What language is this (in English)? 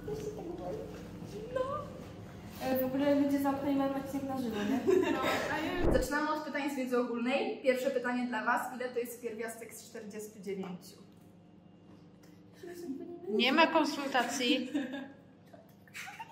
Polish